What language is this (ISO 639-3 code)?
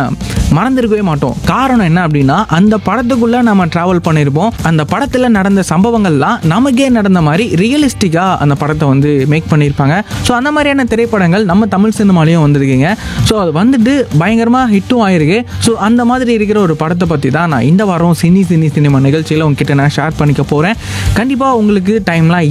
tam